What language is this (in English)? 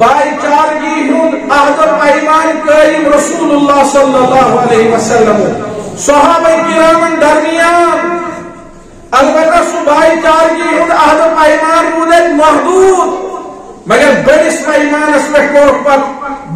Kashmiri